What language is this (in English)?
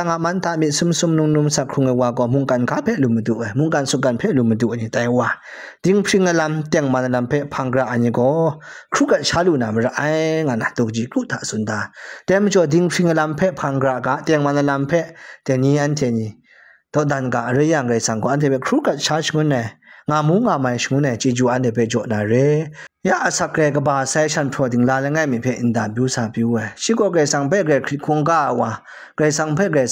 Kachin